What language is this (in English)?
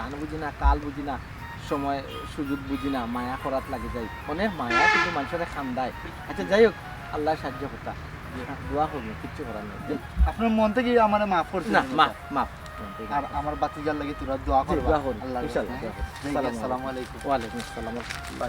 Sylheti